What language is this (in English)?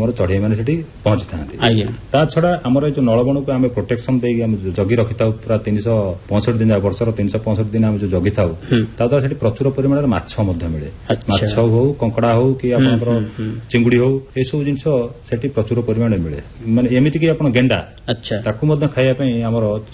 Odia